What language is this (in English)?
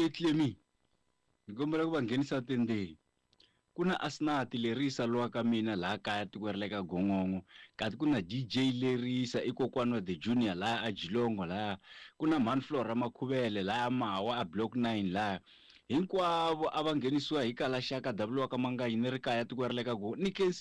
Tsonga